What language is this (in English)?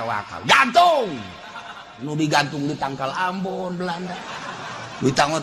Sundanese